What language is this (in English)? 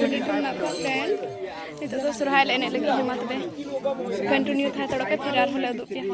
Santali